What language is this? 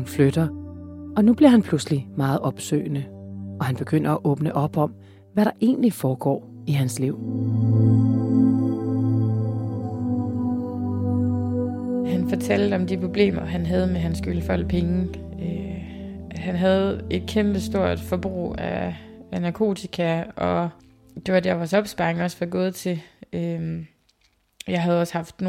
Danish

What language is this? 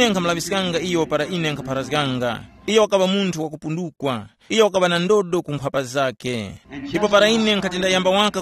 Tumbuka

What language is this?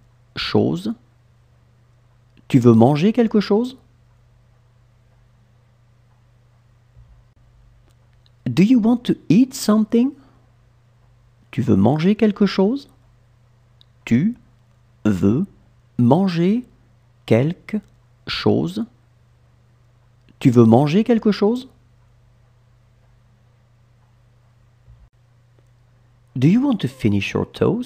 French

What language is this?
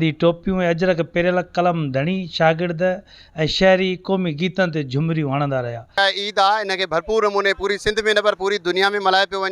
Sindhi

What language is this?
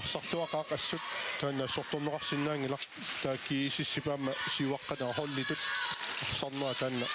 Kalaallisut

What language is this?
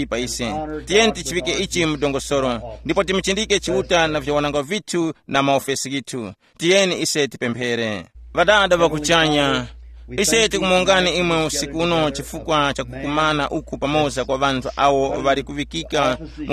Tumbuka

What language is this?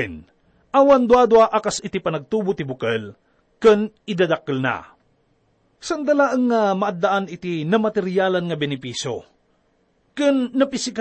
Iloko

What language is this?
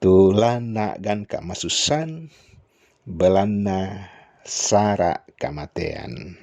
Toraja-Sa'dan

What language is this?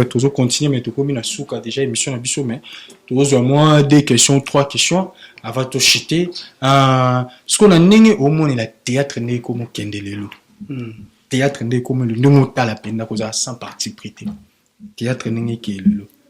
Lingala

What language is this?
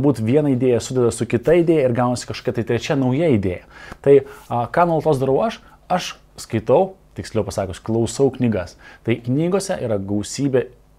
Lithuanian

